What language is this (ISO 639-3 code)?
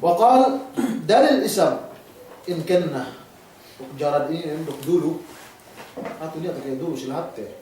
yka